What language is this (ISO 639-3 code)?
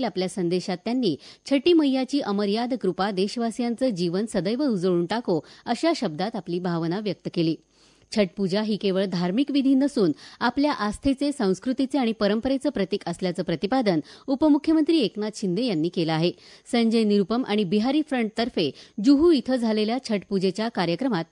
mar